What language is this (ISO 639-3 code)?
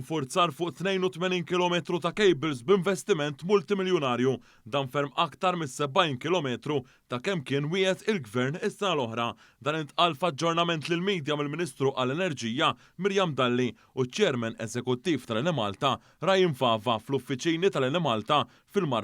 mlt